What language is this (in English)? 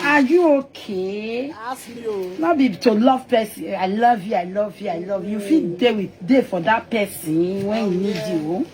Nigerian Pidgin